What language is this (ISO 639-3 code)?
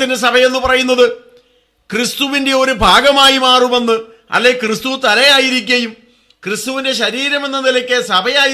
mal